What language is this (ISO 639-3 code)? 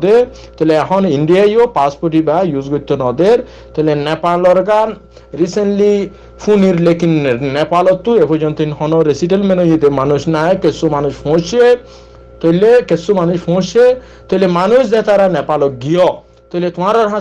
rhg